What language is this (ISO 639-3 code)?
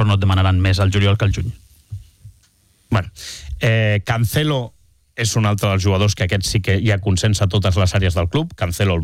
cat